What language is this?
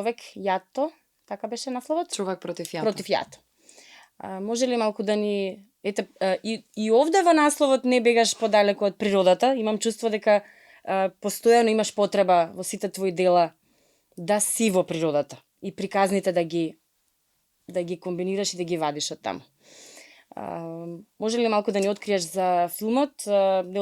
Macedonian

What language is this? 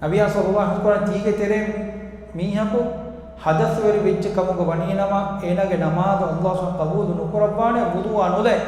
Divehi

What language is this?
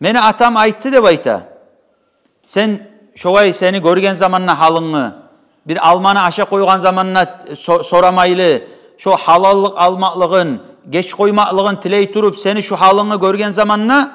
Kumyk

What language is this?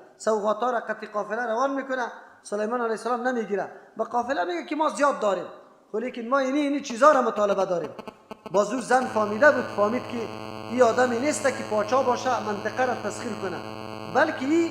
Persian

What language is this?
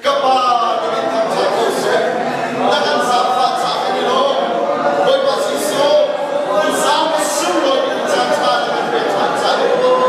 Hakha Chin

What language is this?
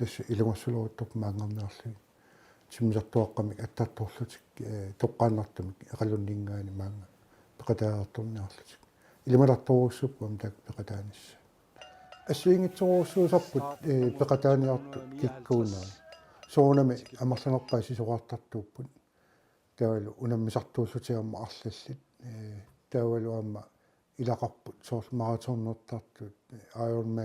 Kalaallisut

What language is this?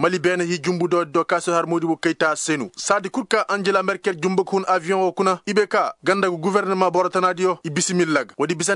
Koyraboro Senni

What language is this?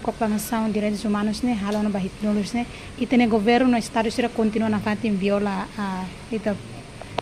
Tetum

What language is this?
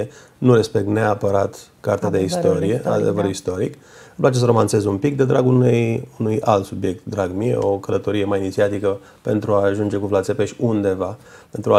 Romanian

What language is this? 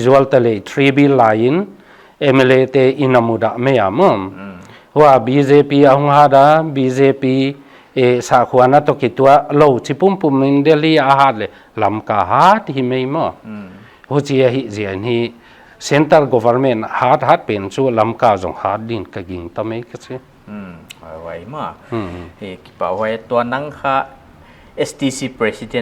Paite Chin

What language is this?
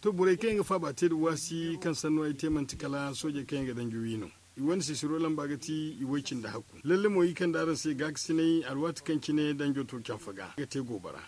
Zarma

